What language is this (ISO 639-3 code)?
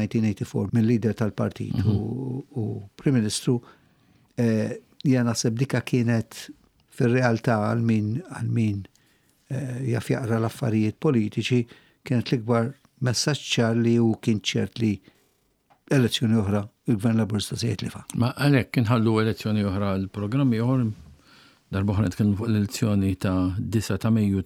mlt